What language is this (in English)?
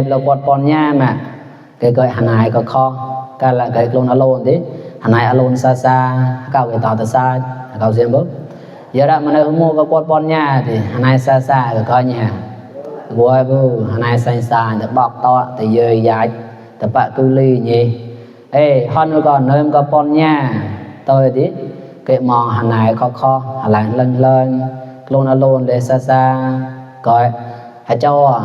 Mon